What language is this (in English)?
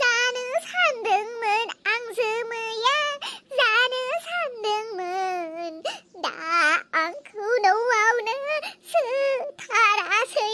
Bodo